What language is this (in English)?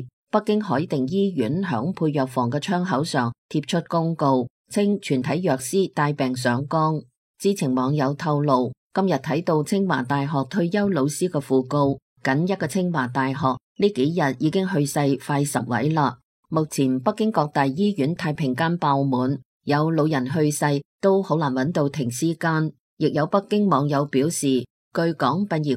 Cantonese